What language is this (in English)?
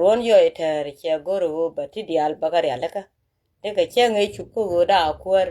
Nuer